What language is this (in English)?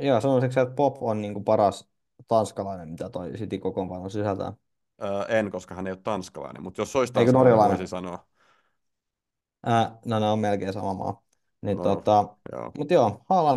Finnish